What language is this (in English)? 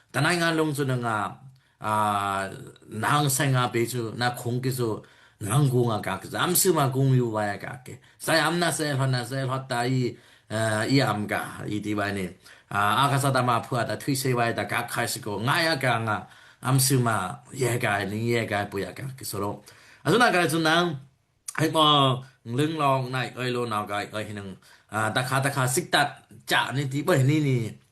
Daai Chin